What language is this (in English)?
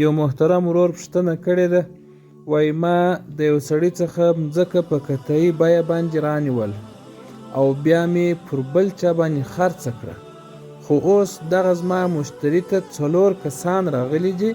Pashto